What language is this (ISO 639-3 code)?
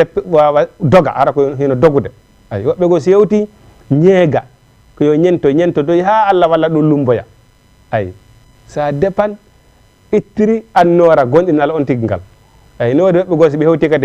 ful